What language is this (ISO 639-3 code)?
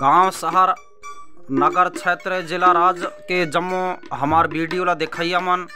hne